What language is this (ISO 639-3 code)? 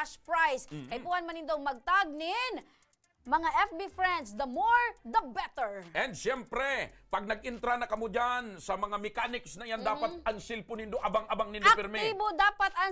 bik